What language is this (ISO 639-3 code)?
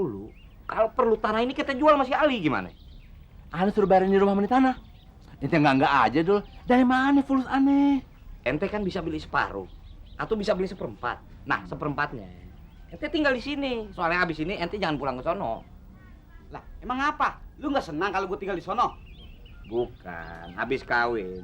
bew